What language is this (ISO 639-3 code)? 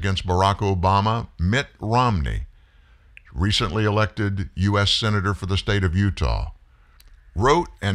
eng